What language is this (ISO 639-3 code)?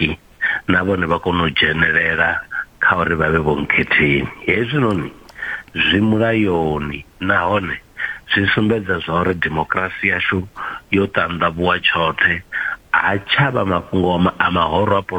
ven